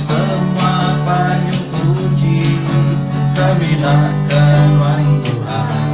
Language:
Iban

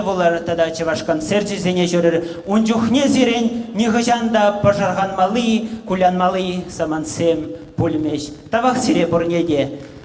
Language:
Chuvash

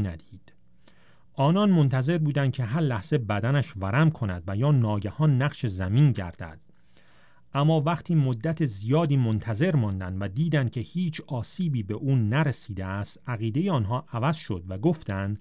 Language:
Persian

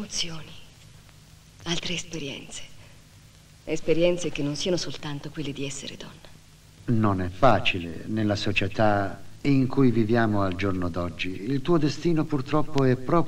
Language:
Italian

